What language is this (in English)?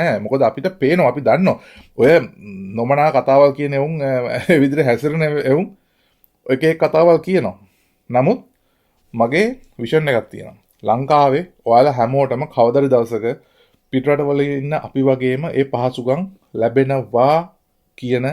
Sinhala